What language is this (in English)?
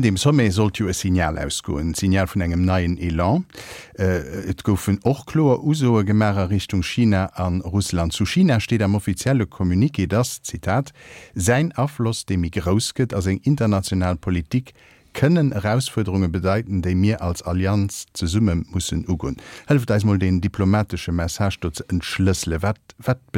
Luxembourgish